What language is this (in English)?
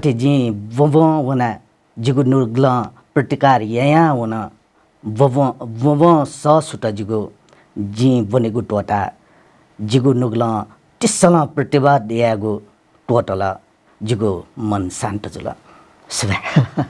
Newari